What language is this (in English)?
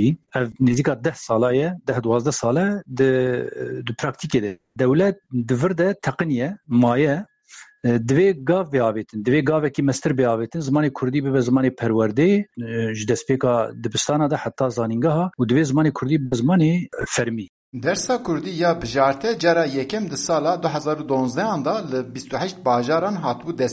Kurdish